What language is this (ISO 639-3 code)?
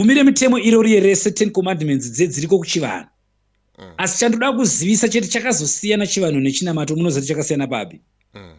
sna